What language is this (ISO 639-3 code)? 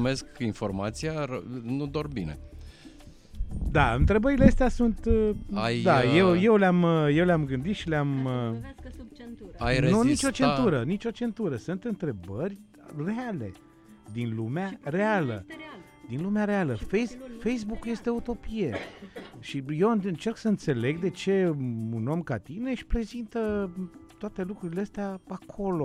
ron